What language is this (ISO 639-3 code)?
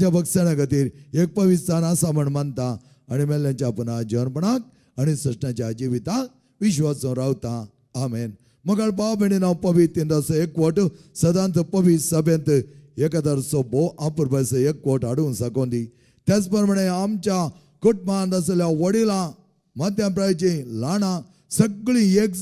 kok